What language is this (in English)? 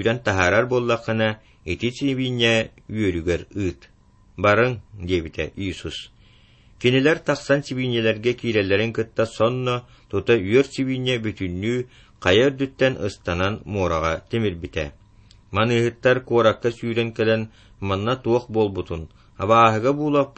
Yakut